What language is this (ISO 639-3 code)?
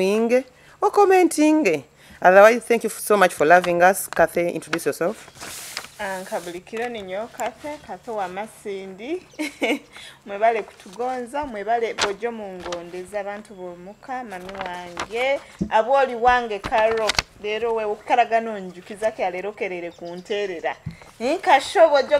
nyo